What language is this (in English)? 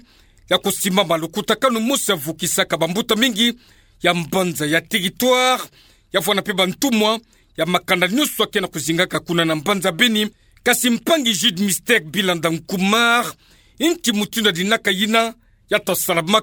Kituba (Democratic Republic of Congo)